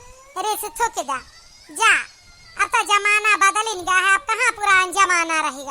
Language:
Awadhi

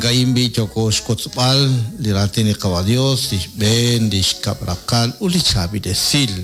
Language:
Kekchí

